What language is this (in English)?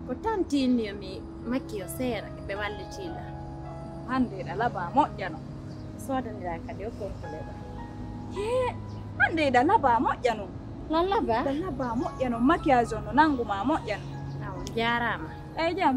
Pular